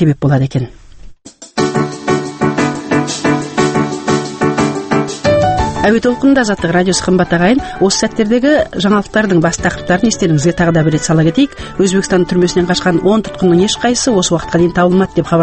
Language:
Kazakh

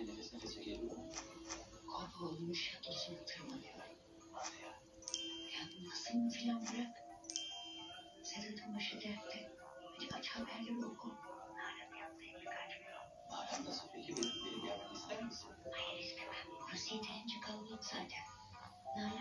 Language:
Turkish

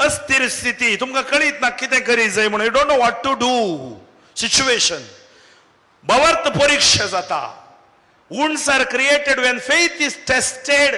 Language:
Konkani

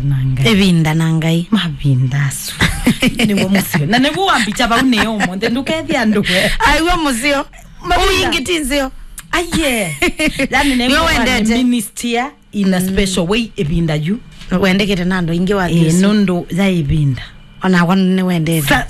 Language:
Kamba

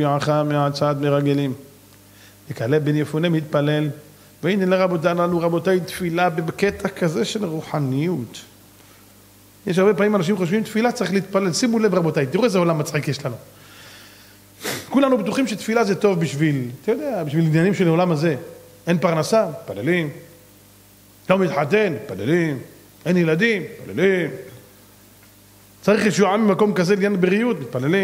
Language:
Hebrew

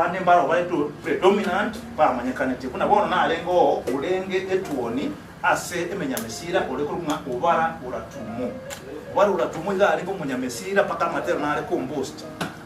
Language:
Gusii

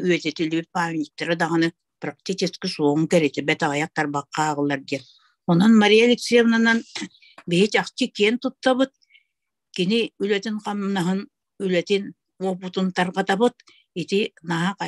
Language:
Yakut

